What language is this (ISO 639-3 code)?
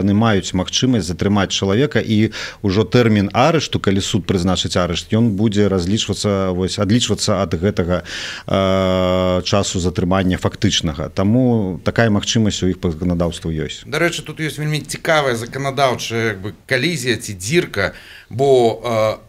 bel